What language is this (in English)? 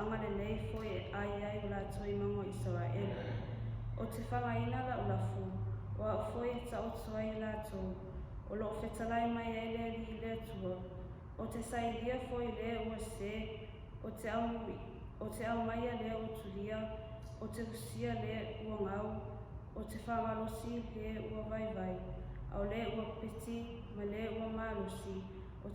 Samoan